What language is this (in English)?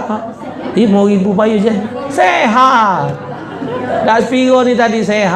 Musi